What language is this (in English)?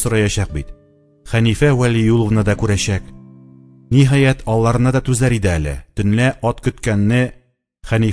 Tatar